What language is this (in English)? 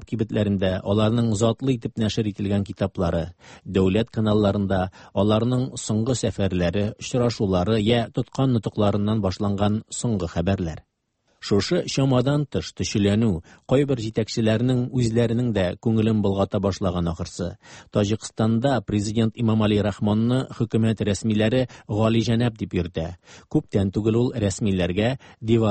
Tatar